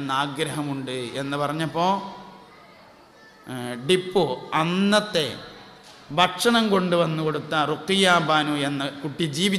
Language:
Malayalam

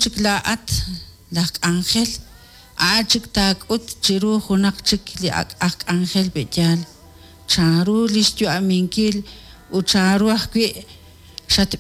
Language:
Kekchí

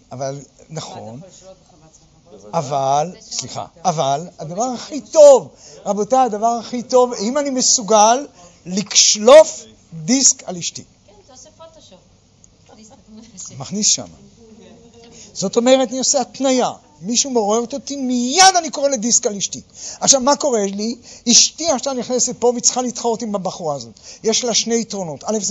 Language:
Hebrew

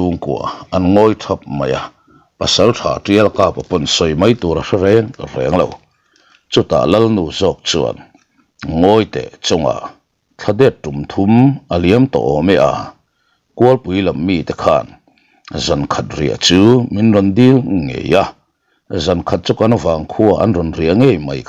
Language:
Mizo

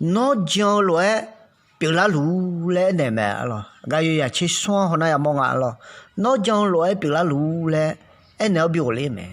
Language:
Akha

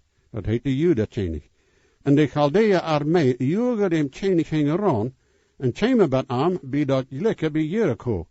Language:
Plautdietsch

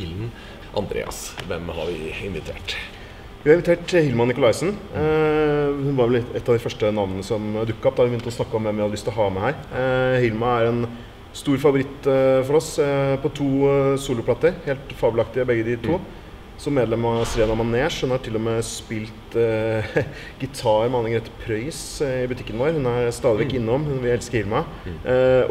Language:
Norwegian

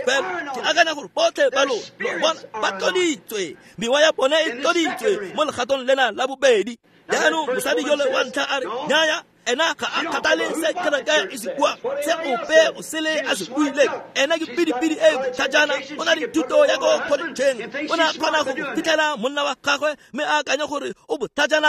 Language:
Tswana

